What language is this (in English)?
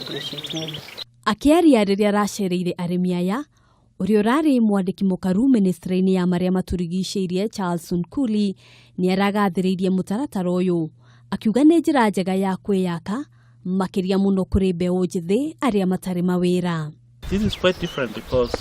Kikuyu